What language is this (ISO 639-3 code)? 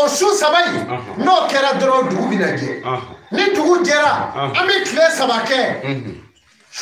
bam